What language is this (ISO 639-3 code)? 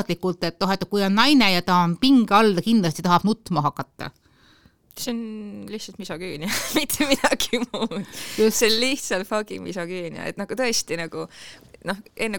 est